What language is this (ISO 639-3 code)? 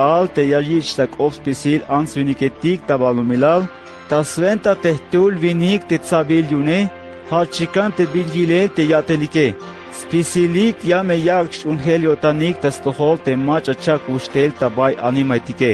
tzh